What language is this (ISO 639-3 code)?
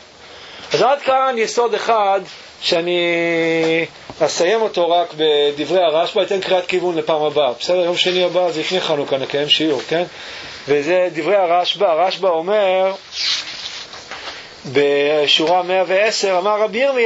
heb